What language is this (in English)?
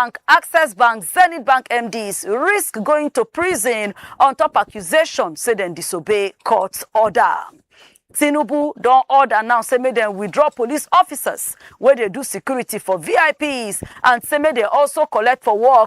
Nigerian Pidgin